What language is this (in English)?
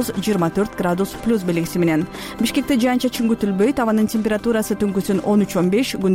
Kyrgyz